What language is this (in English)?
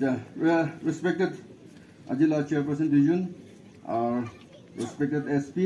Naga Pidgin